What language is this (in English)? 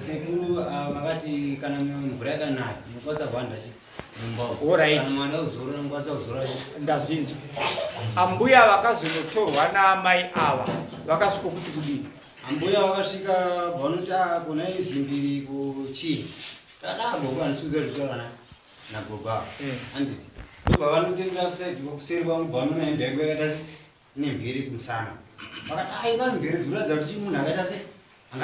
Shona